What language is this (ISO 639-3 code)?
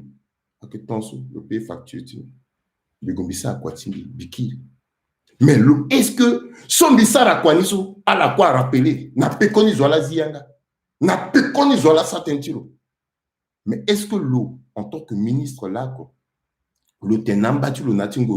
sag